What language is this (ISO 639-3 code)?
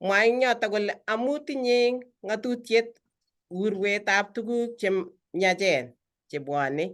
kln